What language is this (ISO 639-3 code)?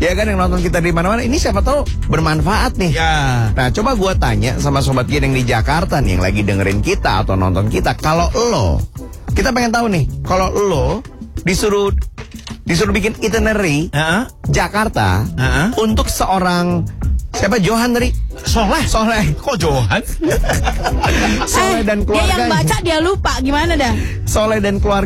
ind